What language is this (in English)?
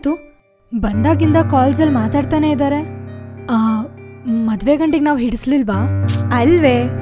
Kannada